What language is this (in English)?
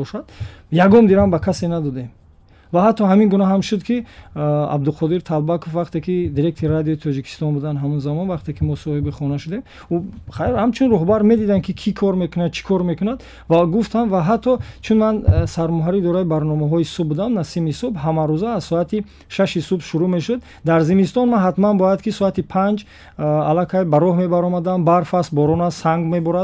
Tajik